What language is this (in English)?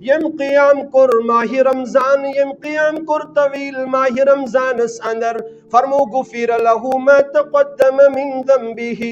Kashmiri